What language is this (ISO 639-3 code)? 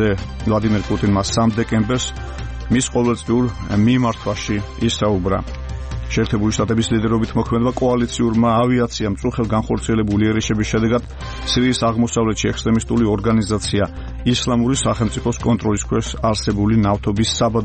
kat